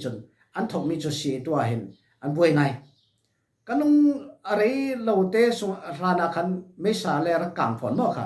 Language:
Falam Chin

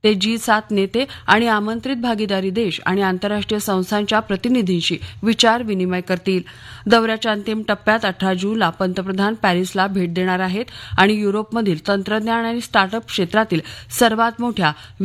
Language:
Marathi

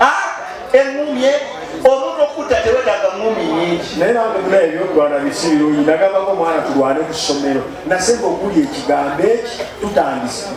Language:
Ganda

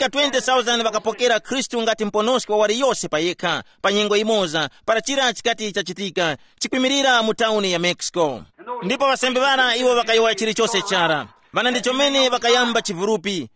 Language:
Tumbuka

